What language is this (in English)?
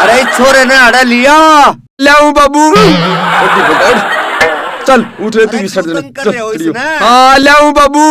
Haryanvi